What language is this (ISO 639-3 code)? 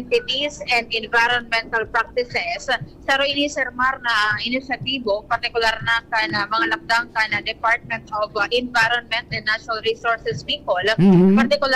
bik